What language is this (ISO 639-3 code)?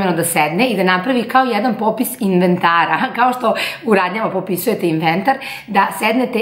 srp